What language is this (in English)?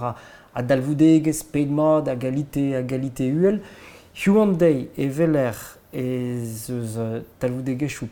Breton